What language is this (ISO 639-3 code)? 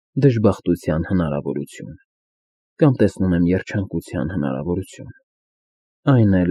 hye